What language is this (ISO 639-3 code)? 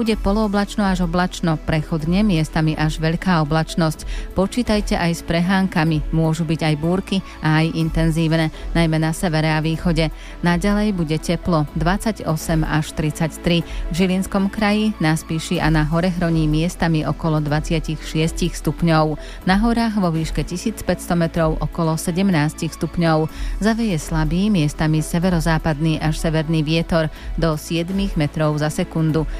slk